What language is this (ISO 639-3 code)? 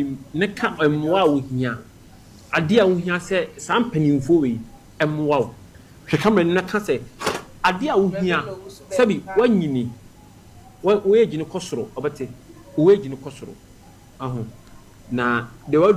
aka